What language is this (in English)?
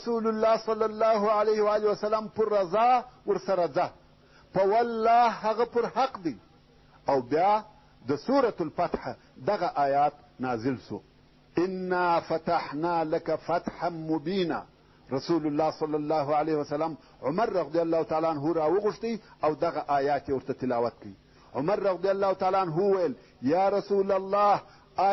Pashto